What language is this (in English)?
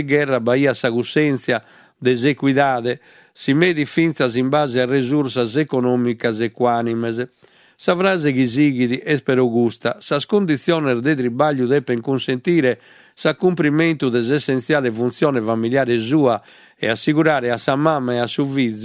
Sardinian